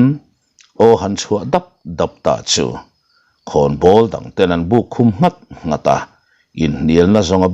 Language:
Mizo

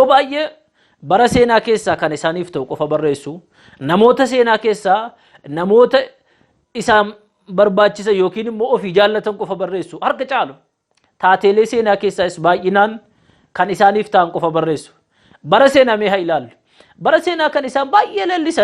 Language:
Oromo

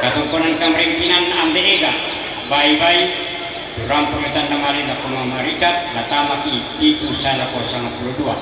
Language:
Toraja-Sa'dan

